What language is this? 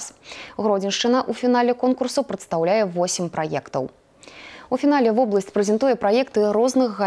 Belarusian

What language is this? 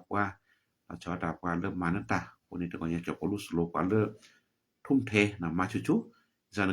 S'gaw Karen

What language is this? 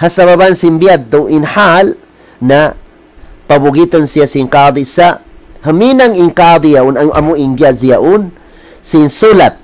Tausug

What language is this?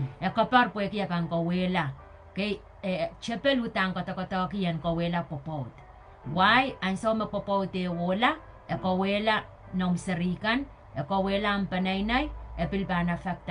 Pohnpeian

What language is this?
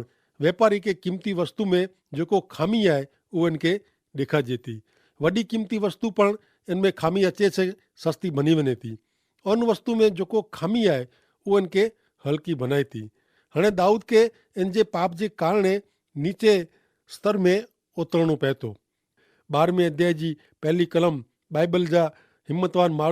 Kachhi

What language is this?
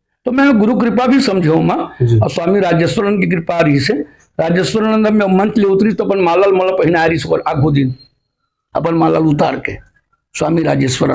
Chhattisgarhi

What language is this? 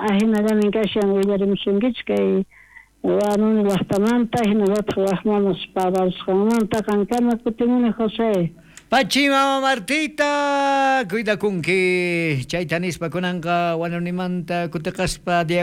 South Bolivian Quechua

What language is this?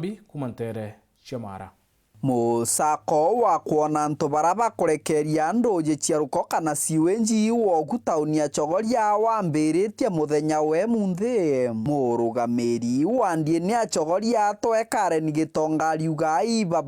Meru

